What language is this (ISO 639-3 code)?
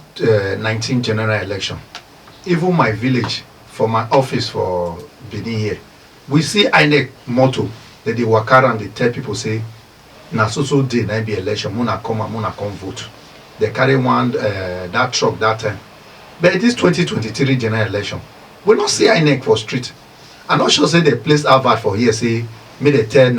pcm